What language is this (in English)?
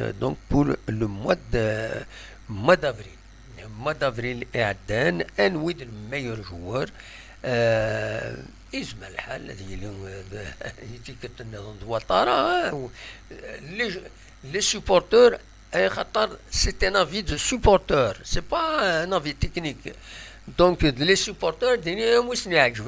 Kabyle